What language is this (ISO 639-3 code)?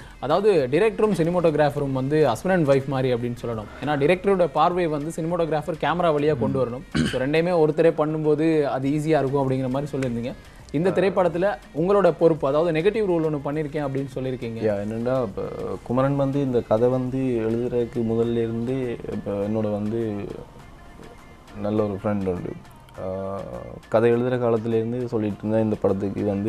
tam